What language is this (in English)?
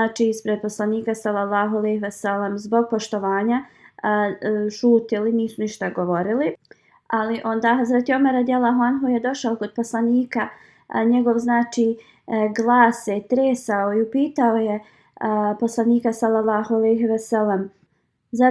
Bosnian